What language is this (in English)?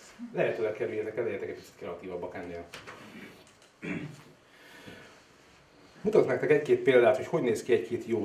Hungarian